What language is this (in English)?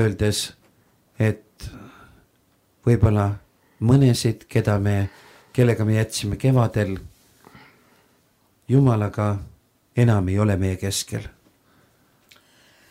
Estonian